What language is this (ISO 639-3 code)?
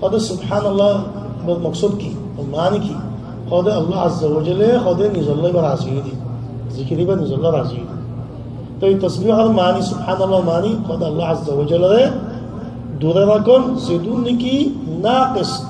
rhg